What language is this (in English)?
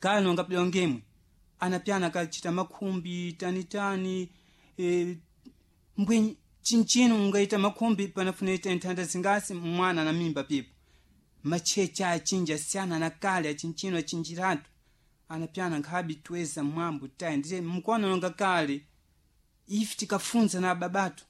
Sena